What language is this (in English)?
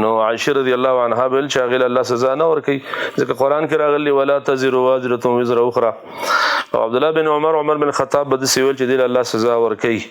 Pashto